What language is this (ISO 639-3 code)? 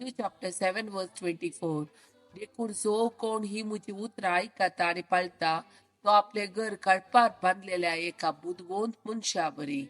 kok